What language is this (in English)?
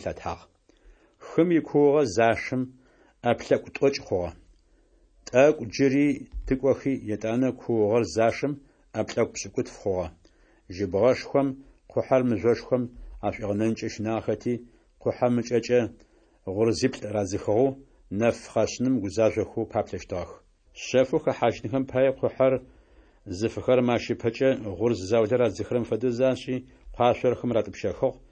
Adyghe